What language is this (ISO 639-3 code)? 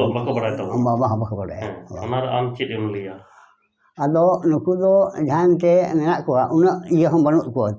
sat